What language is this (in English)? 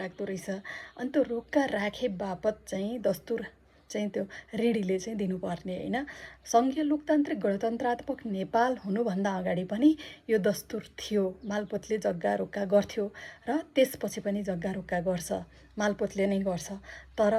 Nepali